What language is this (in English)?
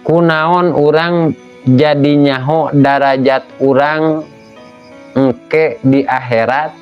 Sundanese